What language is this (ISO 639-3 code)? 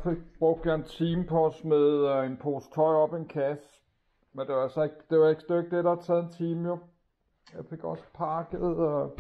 dan